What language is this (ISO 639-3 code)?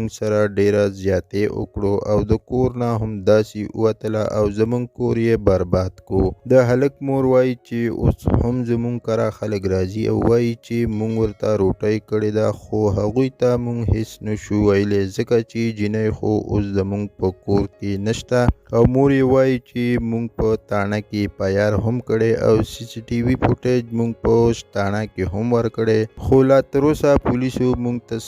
pus